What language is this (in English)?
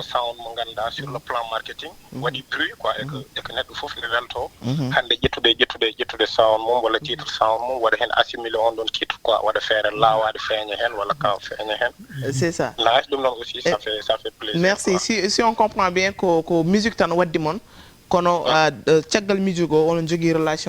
Fula